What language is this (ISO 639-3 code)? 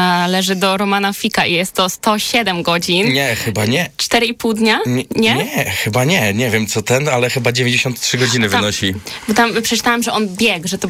pol